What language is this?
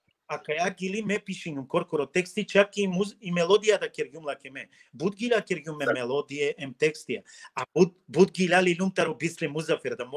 Balkan Romani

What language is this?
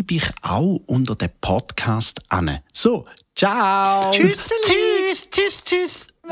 Swiss German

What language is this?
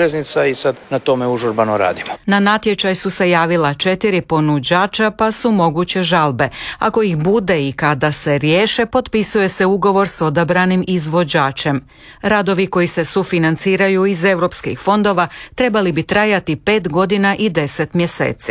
Croatian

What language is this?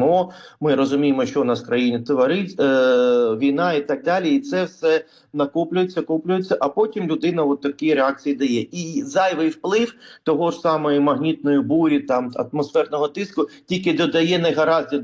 Ukrainian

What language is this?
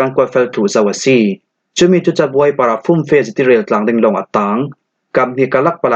Falam Chin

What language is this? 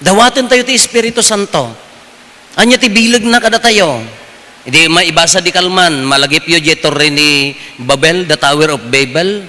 Iloko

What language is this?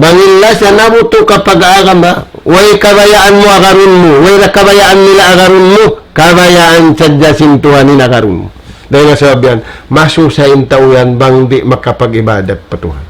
Tausug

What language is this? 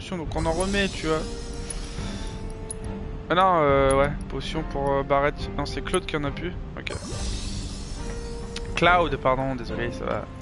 French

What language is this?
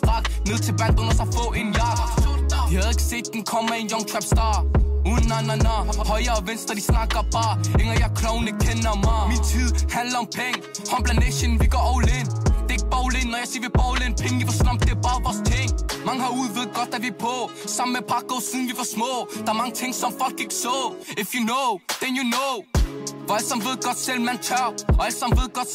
Danish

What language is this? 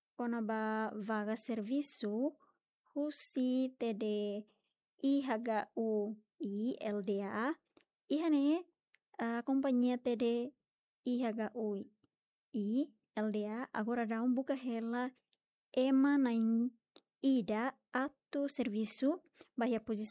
Tetum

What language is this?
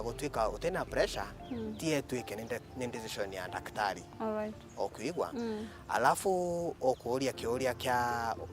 Meru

